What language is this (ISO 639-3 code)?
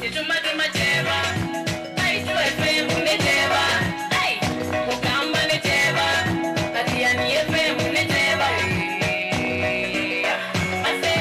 kam